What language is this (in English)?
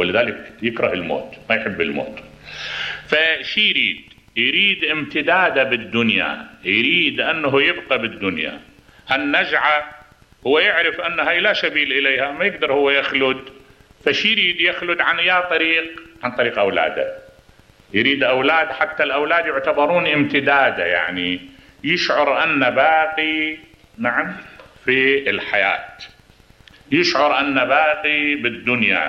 Mesopotamian Arabic